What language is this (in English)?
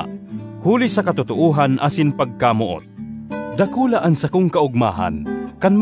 Bikol